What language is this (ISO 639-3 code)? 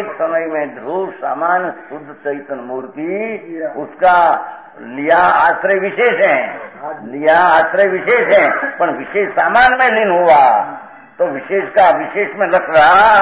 hin